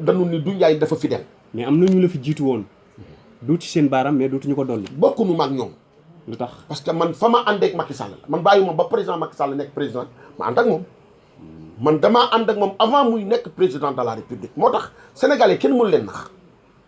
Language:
Wolof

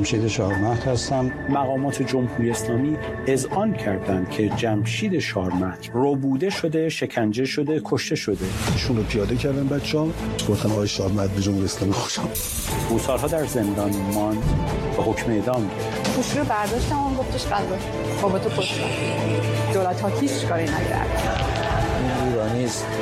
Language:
Persian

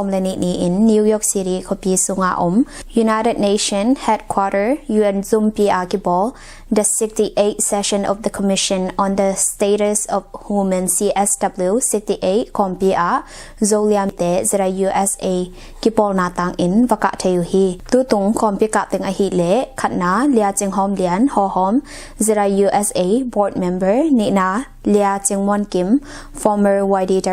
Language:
Tedim Chin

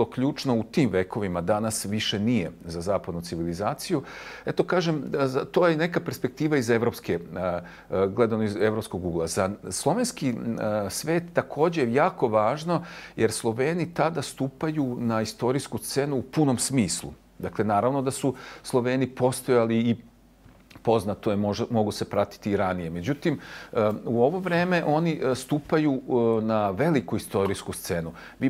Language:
Serbian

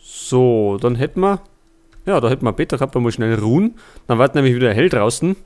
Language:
Bavarian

